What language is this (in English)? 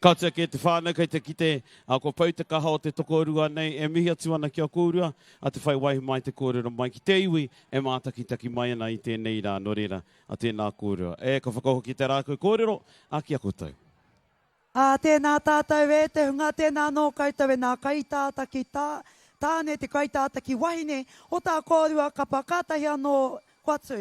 Māori